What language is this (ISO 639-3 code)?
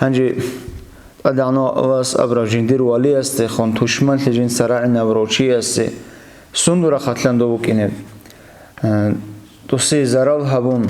ava